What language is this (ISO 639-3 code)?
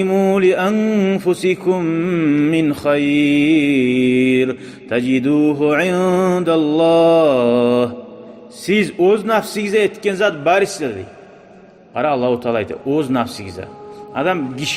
kum